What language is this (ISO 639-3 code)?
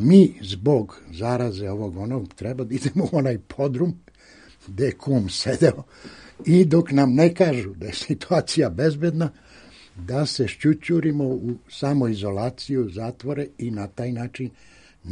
srp